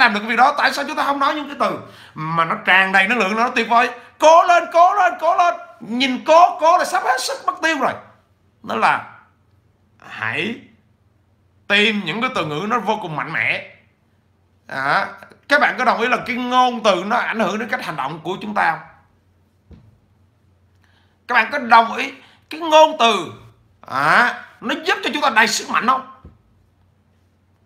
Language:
Vietnamese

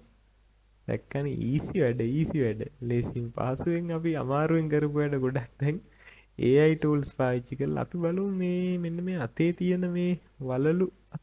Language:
Sinhala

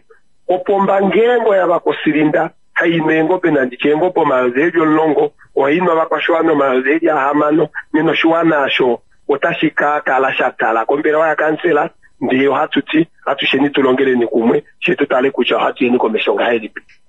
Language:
Kuanyama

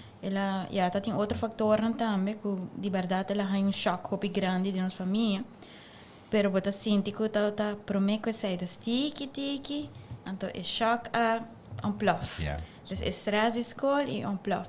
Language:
Papiamento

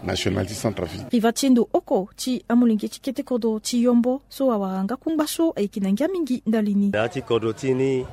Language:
Sango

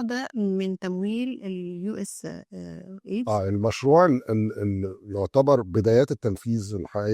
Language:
Egyptian Arabic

